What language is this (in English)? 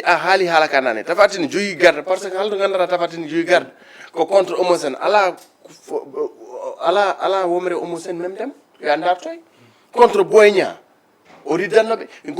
Fula